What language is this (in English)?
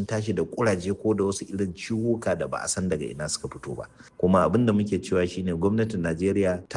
Hausa